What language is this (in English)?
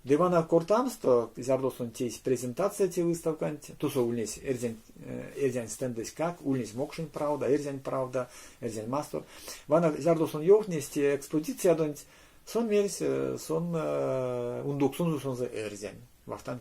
Erzya